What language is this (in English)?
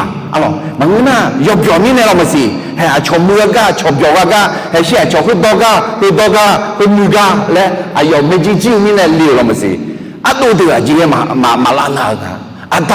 Akha